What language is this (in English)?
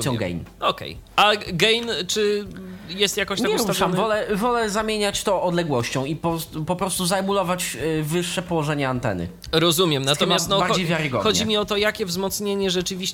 Polish